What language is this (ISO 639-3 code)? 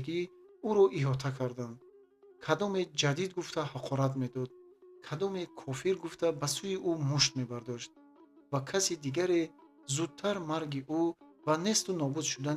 tgk